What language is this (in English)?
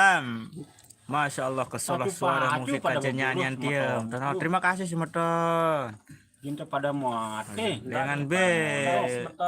Sasak